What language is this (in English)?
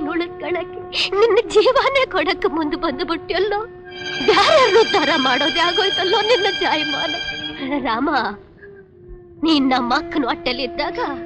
Kannada